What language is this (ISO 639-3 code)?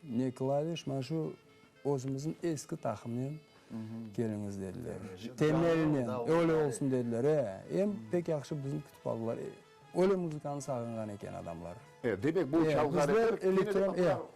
crh